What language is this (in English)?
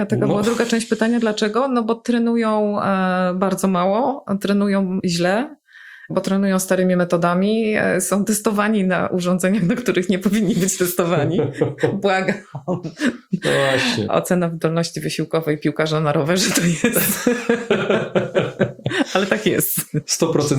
Polish